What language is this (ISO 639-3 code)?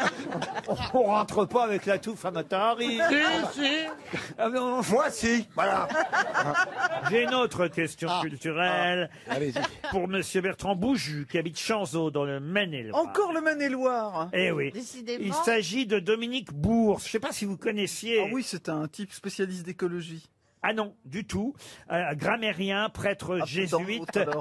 fra